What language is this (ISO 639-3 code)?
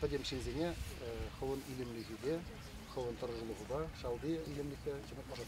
chv